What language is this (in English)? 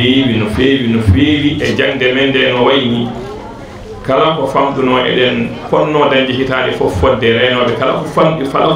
Fula